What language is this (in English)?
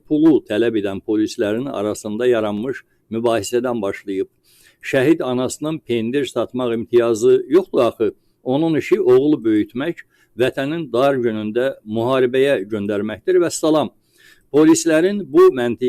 Azerbaijani